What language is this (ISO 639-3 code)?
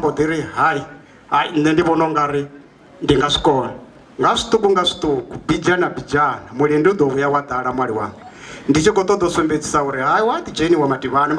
ven